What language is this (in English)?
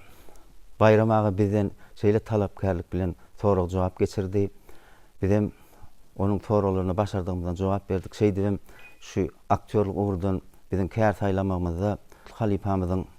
Turkmen